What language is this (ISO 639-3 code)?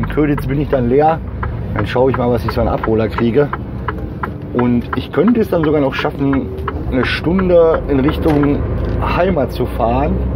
deu